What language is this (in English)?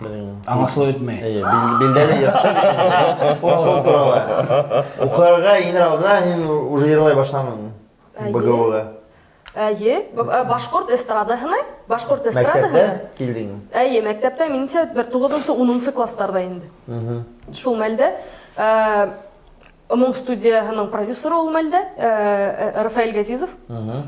Bashkir